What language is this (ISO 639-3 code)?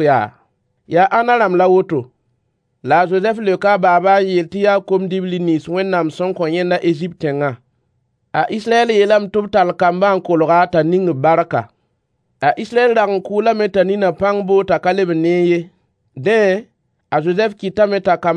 mos